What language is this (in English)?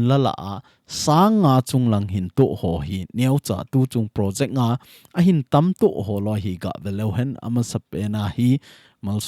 Thado Chin